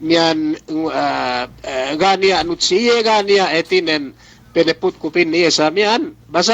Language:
Yakan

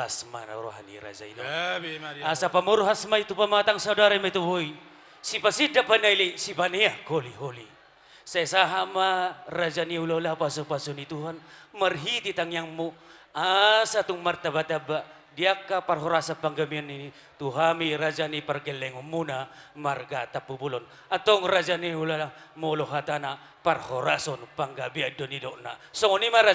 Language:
Batak Toba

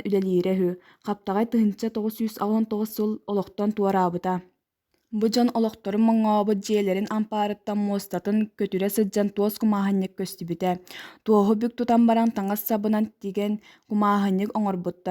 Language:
Yakut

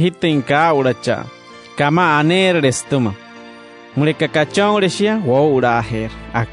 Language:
Wayuu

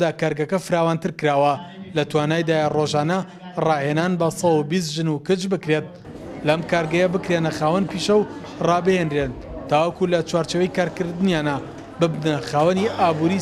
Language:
Central Kurdish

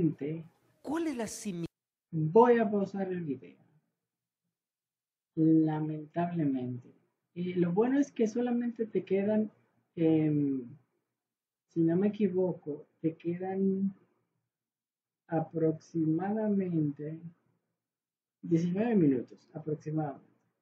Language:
Spanish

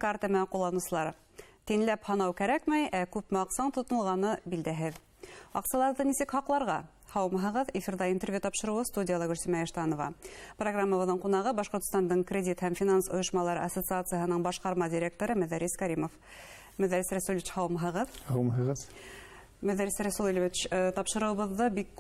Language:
Bashkir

